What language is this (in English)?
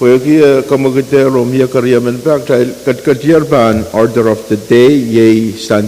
Pohnpeian